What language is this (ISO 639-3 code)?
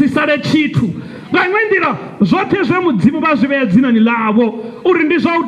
ven